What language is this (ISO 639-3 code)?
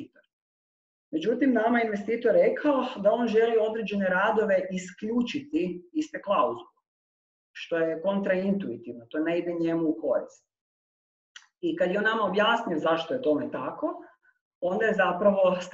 hrv